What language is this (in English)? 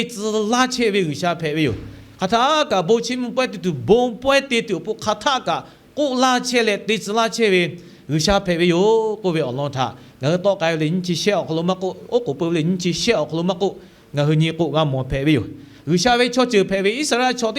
Lahu